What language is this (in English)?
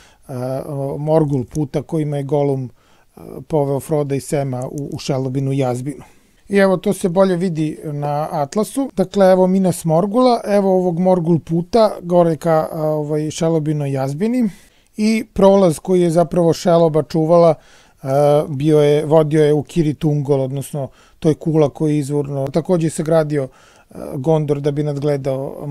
Serbian